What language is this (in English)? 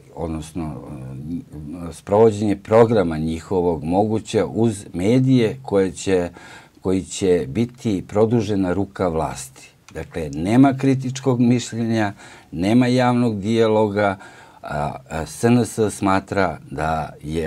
Serbian